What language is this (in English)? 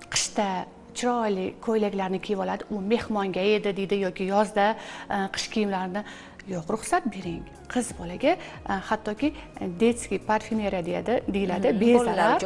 Uzbek